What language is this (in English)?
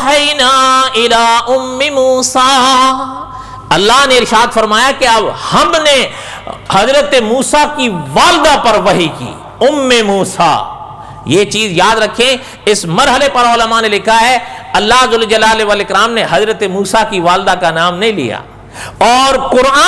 Urdu